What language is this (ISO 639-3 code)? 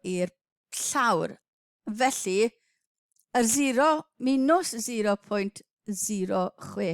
cym